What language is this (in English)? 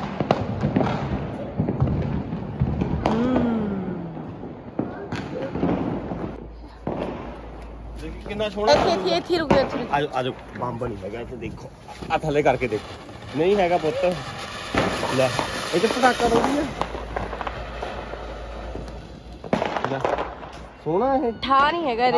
Punjabi